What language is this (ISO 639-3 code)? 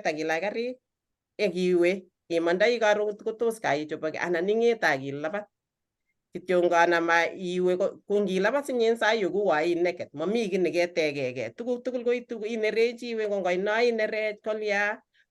kln